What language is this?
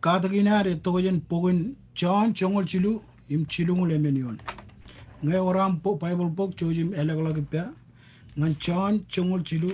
Marshallese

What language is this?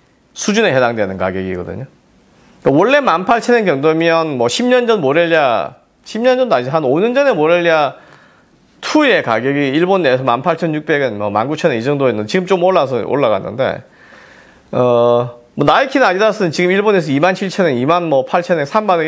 Korean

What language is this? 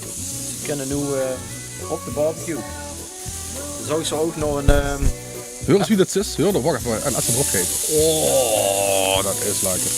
Limburgish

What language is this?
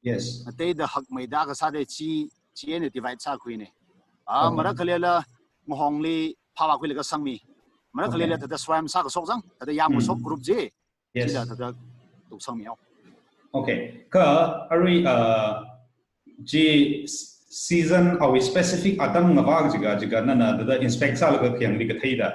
Tangkhul Naga (India)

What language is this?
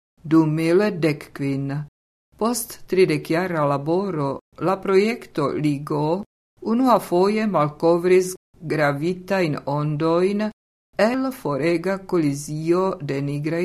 Esperanto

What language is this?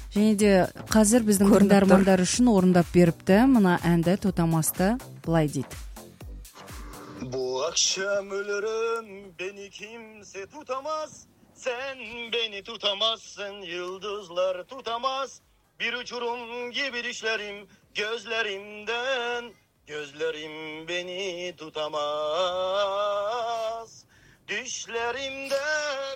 Kazakh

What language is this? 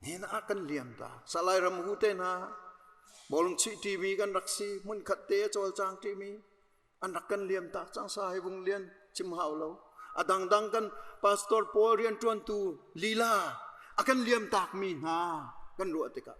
Hakha Chin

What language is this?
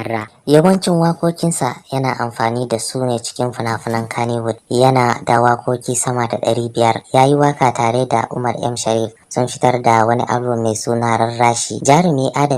Hausa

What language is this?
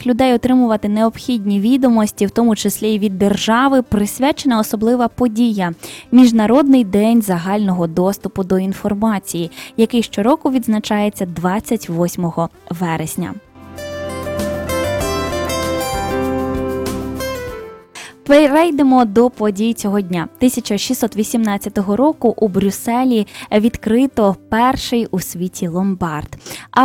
Ukrainian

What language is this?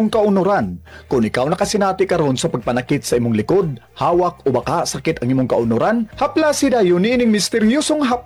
Cebuano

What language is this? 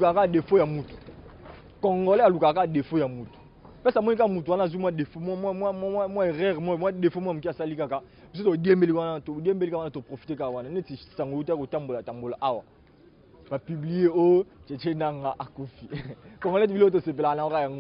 Lingala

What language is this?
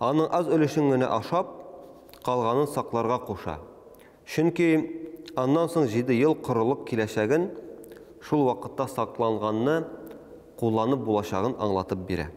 Tatar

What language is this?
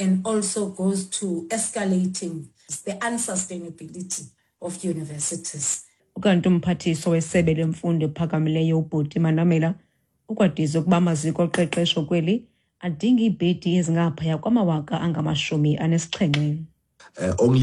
Xhosa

